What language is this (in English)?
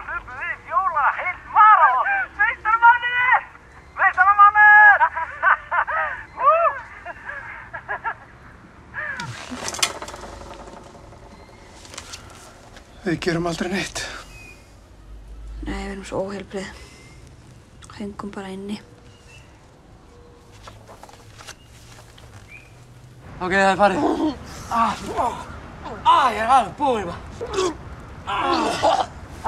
Icelandic